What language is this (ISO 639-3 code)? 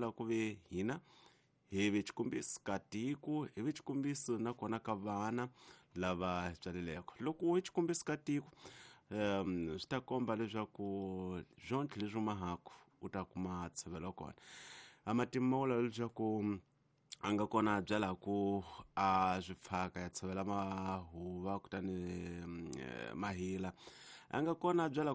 tso